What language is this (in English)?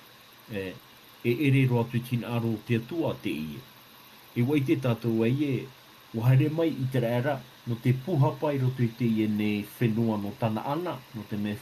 Tahitian